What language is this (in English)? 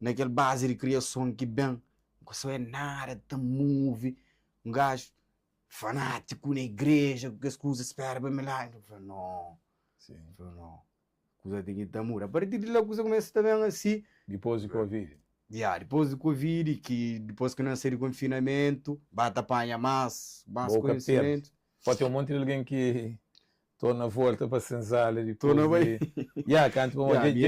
Kabuverdianu